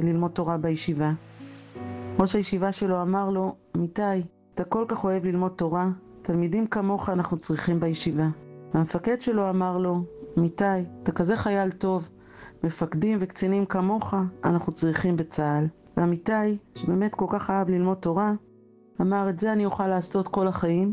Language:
Hebrew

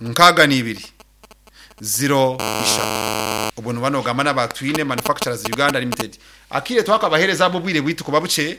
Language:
Nyankole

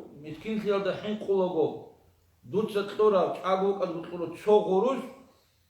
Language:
Avaric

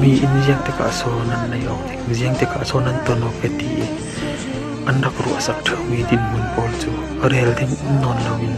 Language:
Falam Chin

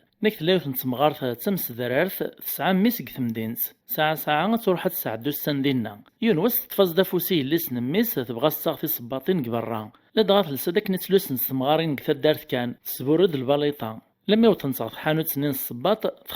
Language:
Kabyle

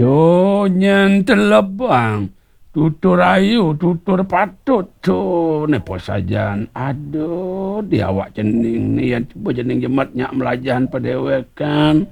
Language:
Balinese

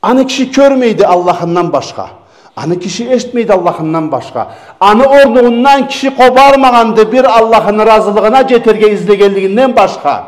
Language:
Karachay-Balkar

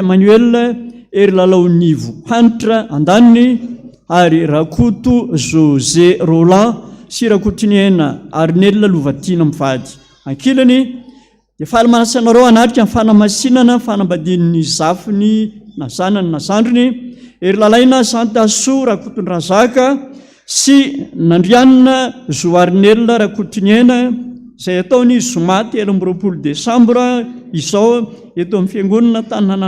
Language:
Malagasy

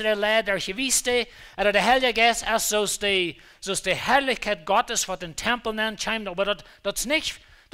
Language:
Plautdietsch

